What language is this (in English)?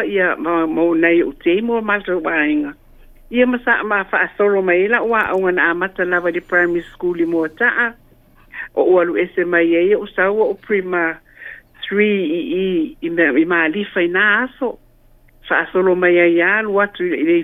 Samoan